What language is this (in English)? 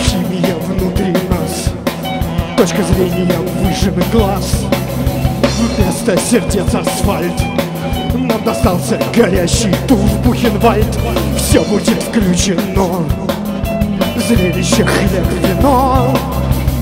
Russian